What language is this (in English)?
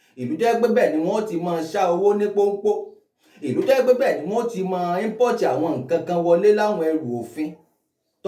Yoruba